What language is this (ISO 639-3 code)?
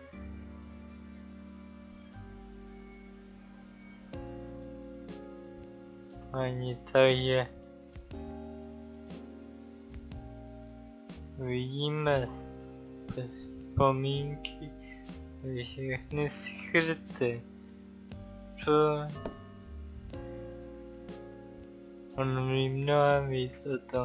ces